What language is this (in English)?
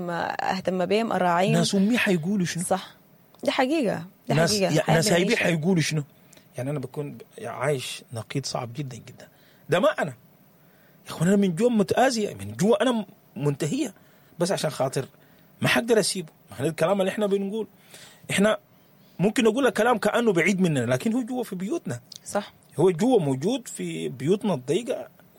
Sudanese Arabic